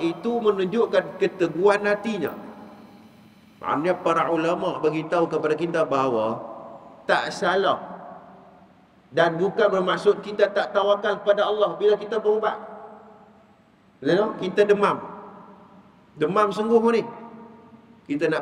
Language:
Malay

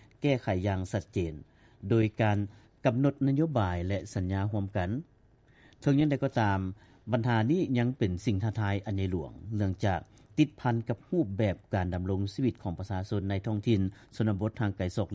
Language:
Lao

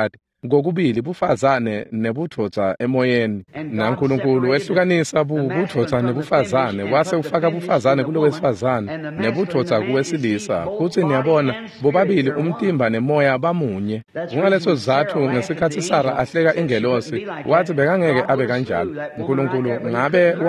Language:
Swati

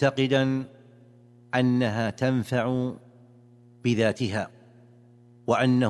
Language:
Arabic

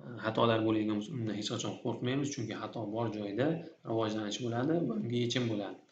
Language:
Uzbek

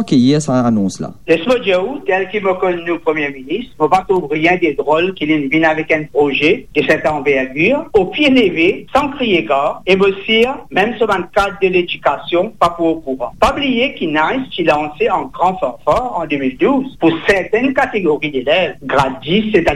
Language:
Morisyen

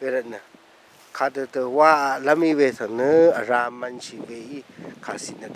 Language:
Rawang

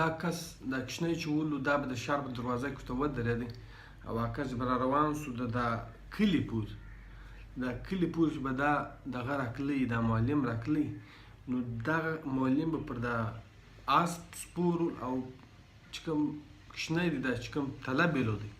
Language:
Pashto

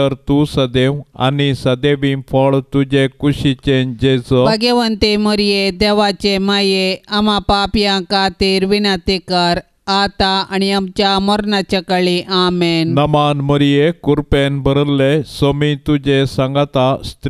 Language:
Konkani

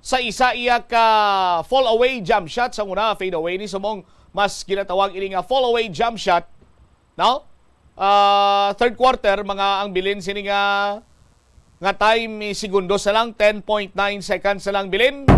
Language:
Hiligaynon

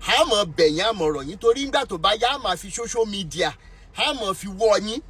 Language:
Yoruba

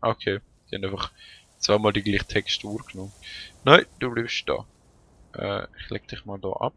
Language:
Swiss German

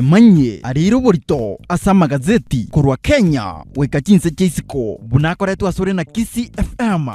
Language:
Gusii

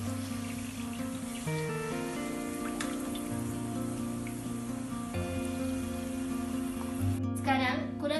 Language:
Malay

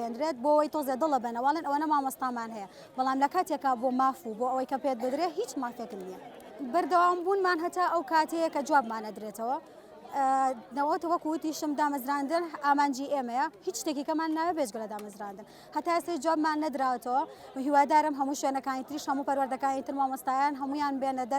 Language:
Central Kurdish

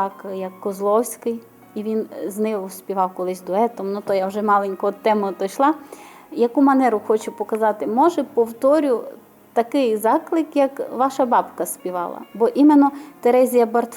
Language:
Rusyn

